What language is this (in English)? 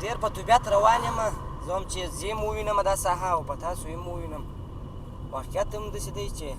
Pashto